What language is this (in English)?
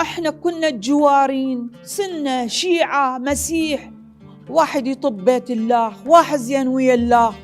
Mesopotamian Arabic